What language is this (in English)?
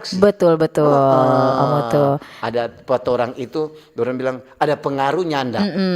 Manado Malay